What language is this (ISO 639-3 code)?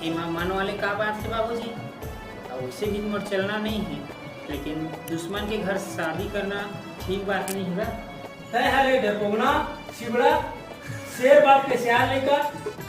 hne